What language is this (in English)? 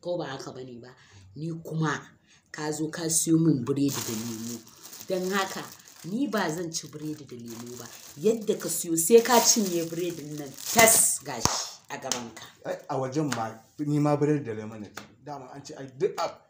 Hausa